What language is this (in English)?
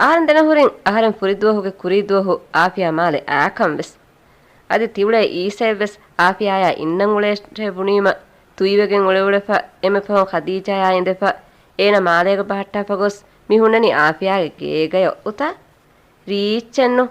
Divehi